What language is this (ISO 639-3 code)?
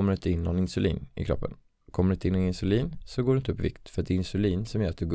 swe